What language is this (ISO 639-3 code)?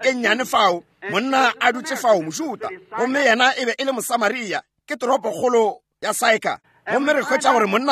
nso